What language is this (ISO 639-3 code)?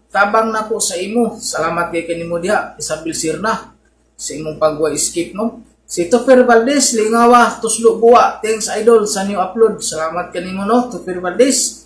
ceb